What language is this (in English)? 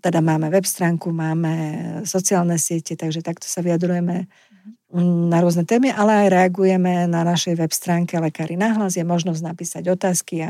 Slovak